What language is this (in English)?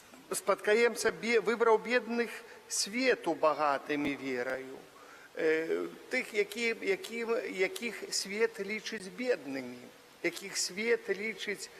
Belarusian